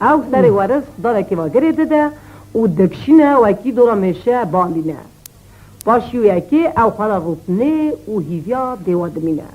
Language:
Kurdish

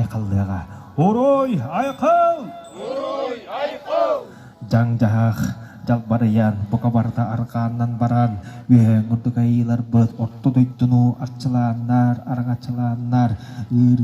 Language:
Yakut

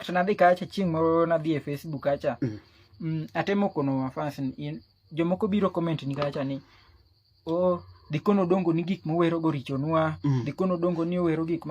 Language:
Luo (Kenya and Tanzania)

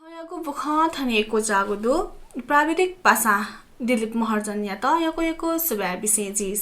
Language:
Newari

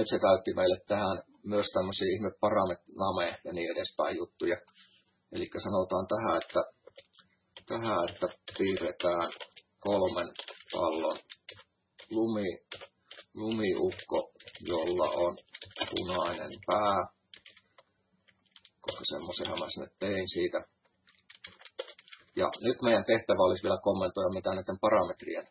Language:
Finnish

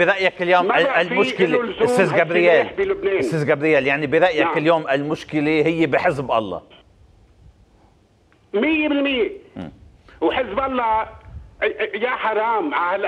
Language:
North Levantine Arabic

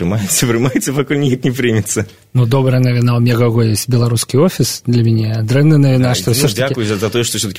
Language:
Belarusian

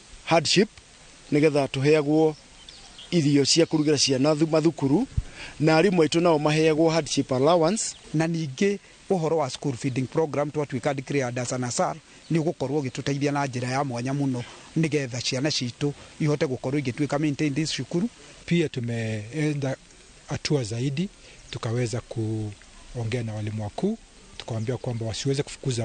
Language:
Kikuyu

